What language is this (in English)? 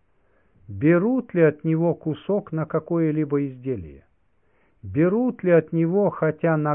Russian